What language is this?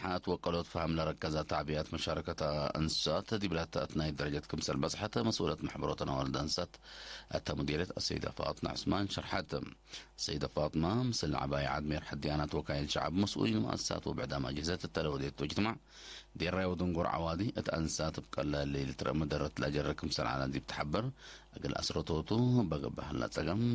Tigre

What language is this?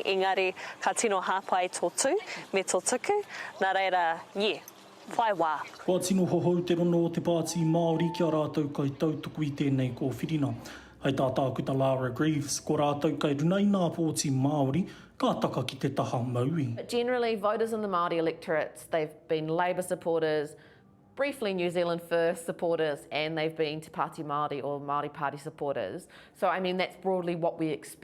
Māori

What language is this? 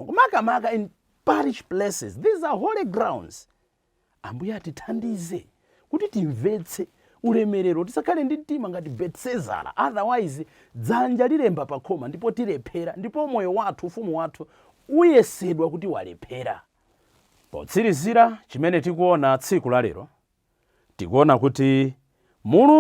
Nyanja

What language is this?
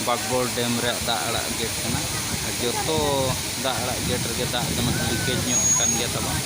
Santali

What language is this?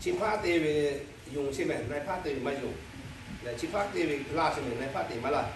Lahu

